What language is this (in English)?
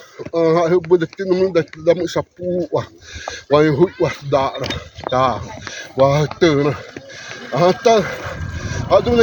Xavánte